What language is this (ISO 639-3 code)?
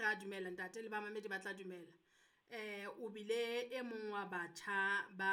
sot